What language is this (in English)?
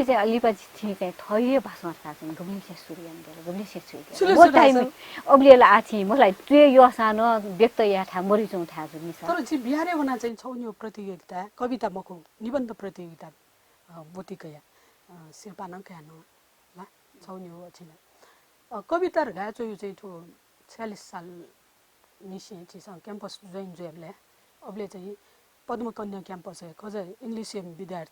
Newari